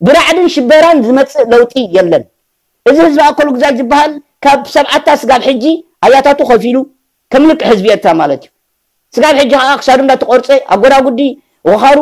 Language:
Tigrinya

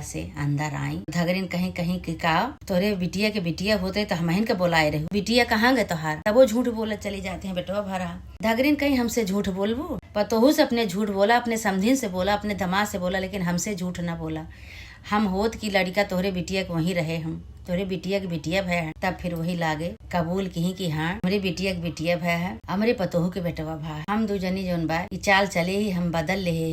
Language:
Awadhi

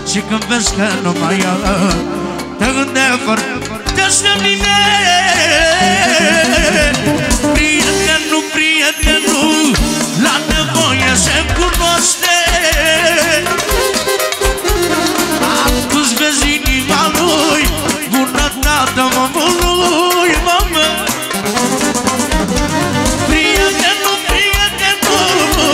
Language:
Romanian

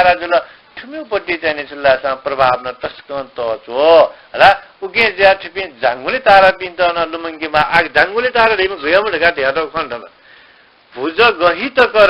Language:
Newari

